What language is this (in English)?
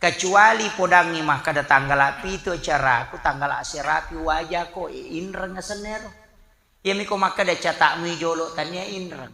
Buginese